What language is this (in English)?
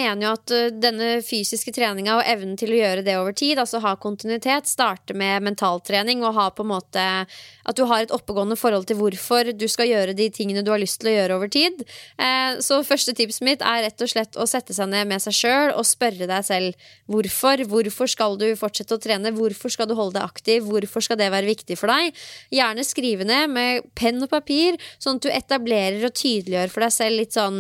Norwegian